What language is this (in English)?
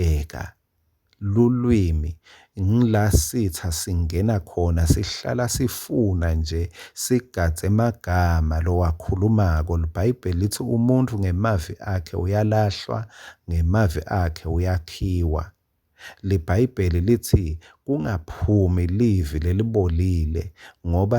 Swati